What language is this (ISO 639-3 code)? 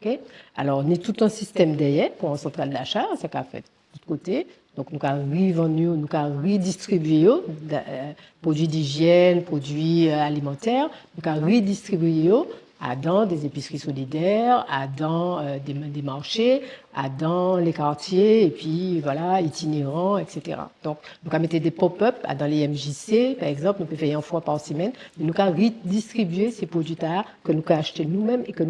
gcf